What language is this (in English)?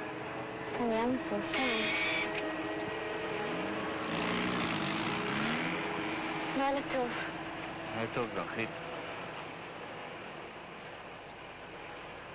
Hebrew